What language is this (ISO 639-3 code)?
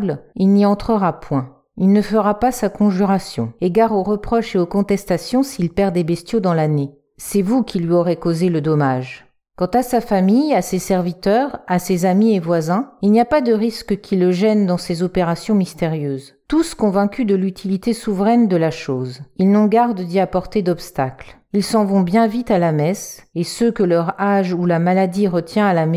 fra